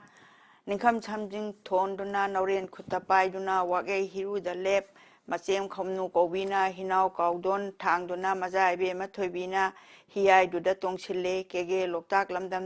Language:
Manipuri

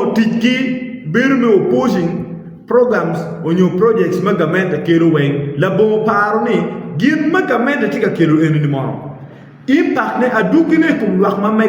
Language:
Acoli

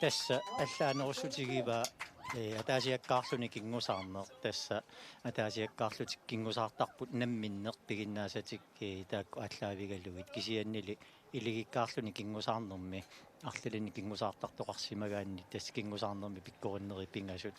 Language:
Kalaallisut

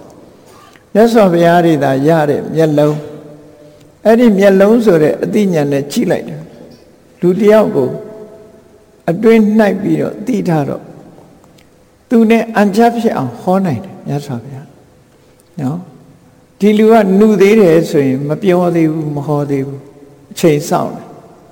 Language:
Burmese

